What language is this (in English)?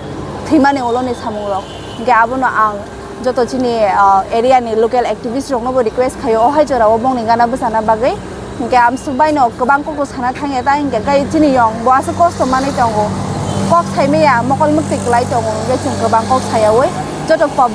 Kok Borok